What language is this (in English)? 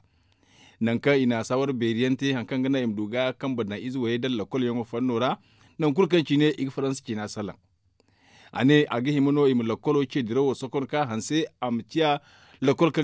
Zarma